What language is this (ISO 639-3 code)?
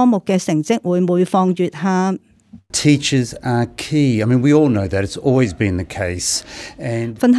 yue